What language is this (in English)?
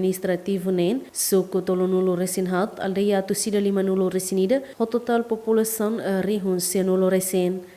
Tetum